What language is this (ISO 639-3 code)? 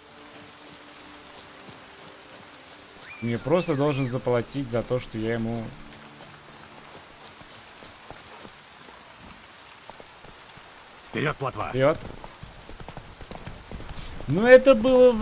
rus